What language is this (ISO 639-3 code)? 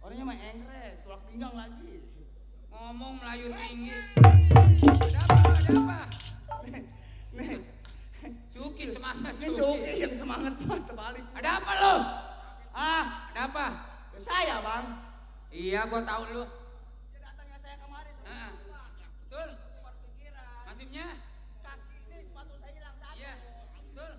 bew